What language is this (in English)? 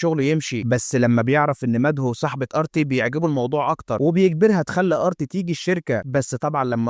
Egyptian Arabic